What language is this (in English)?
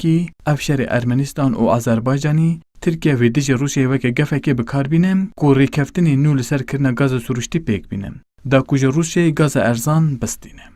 Kurdish